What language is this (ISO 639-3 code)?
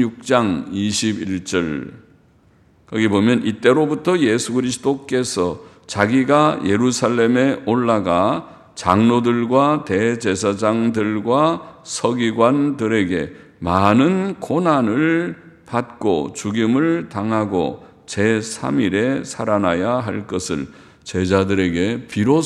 kor